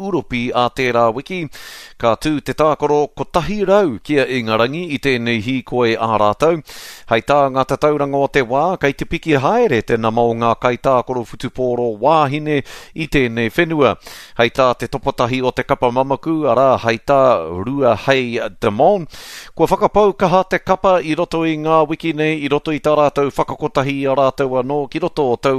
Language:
Māori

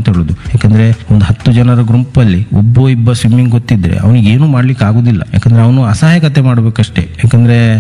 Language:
Kannada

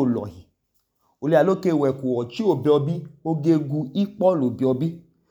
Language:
Idoma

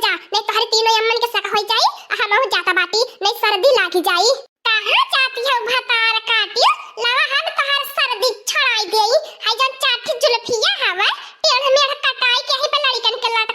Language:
Awadhi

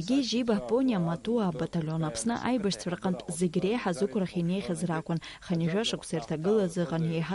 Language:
Abkhazian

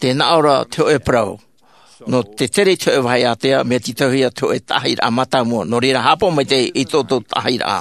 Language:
Tahitian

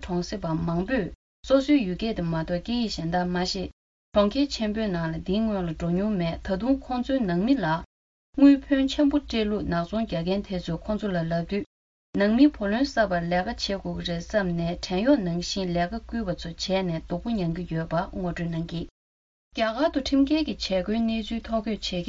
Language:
Tibetan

